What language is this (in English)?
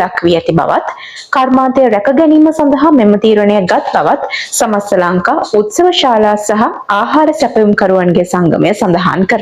Sinhala